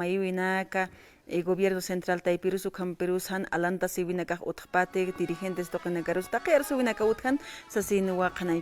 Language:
Aymara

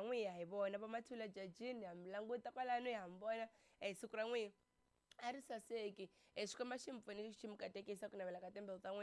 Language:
Tsonga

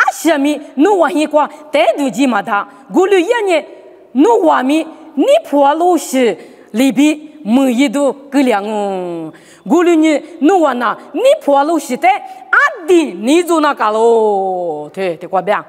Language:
Lisu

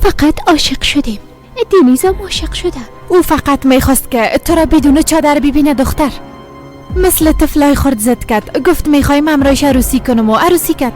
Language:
Persian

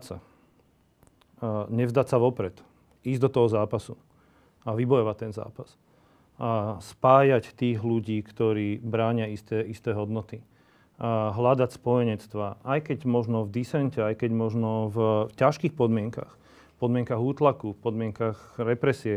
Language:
Slovak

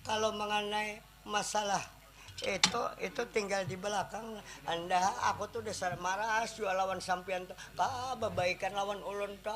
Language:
Banjar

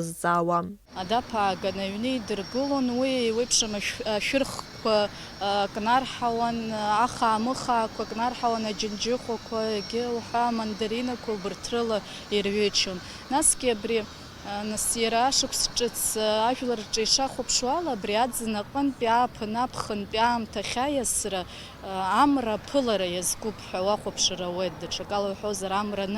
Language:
Abkhazian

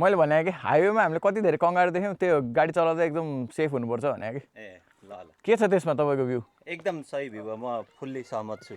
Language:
Nepali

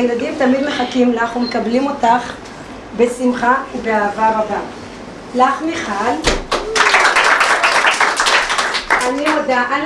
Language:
Hebrew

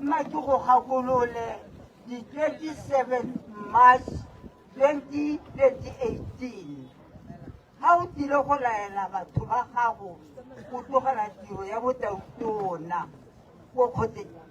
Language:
Tswana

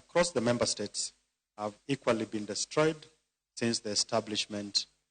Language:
Luo (Kenya and Tanzania)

